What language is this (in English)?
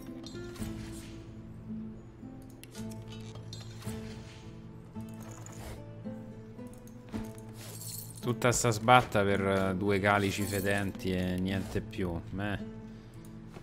Italian